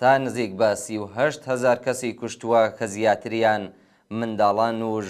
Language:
Central Kurdish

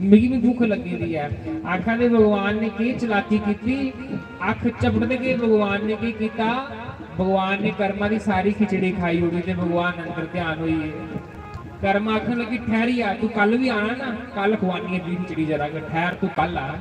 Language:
Dogri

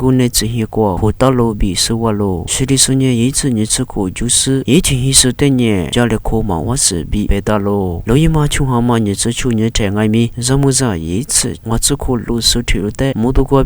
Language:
Lisu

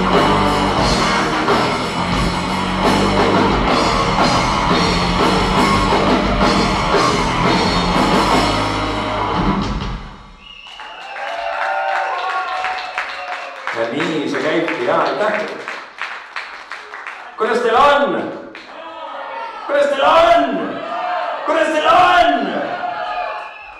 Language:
Estonian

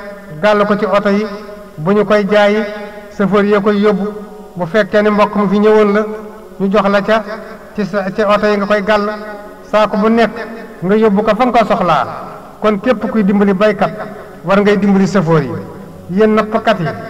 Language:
Wolof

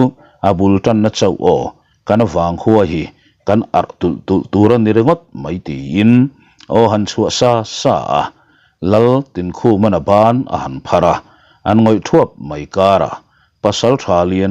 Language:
Mizo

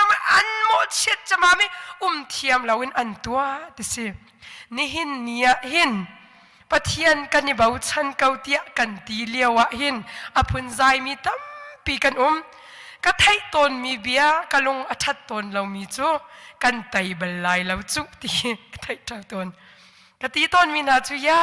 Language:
Hakha Chin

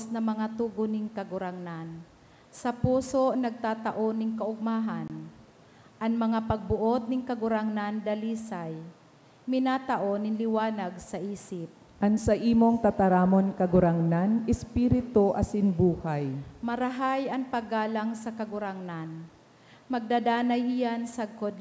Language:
Bikol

